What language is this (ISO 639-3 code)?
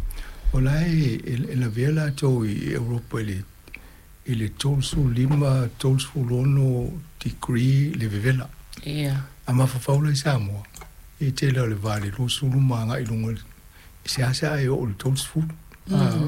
smo